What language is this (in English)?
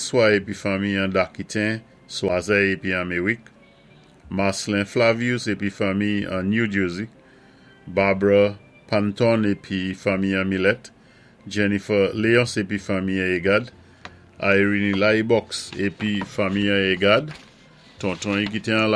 Saint Lucian Creole French